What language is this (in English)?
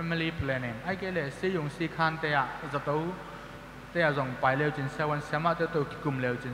Tedim Chin